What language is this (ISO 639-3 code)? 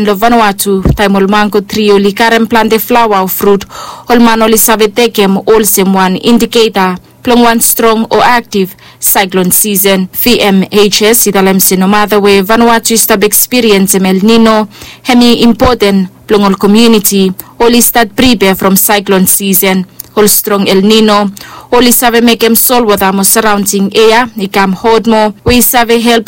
bis